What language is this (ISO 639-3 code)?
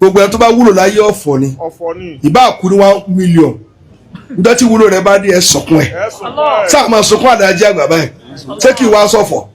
yor